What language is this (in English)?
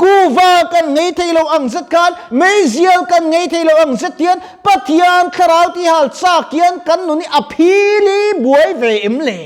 Mizo